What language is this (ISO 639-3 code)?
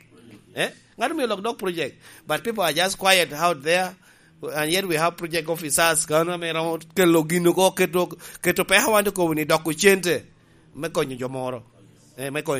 laj